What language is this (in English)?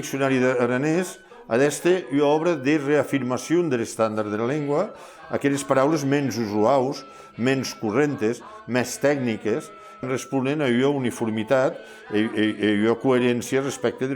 Occitan